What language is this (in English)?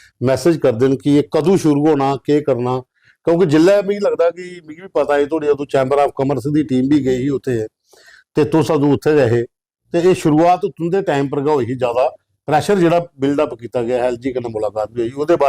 Dogri